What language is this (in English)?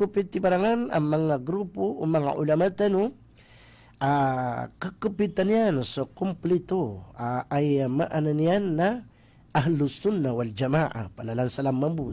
Maranao